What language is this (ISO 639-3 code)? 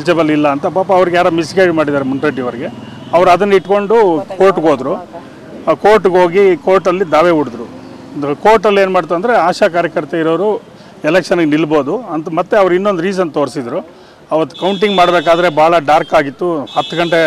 kan